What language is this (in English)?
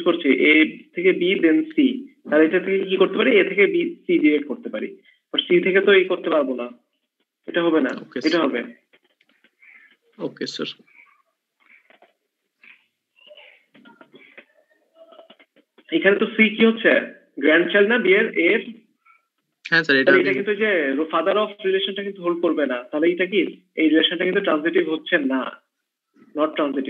Bangla